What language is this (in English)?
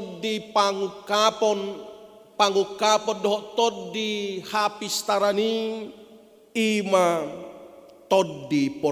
Batak Toba